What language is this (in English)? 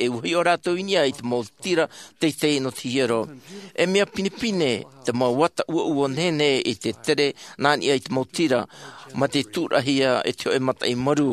Tahitian